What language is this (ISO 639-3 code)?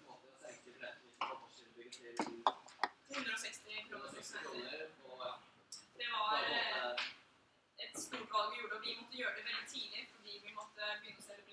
nor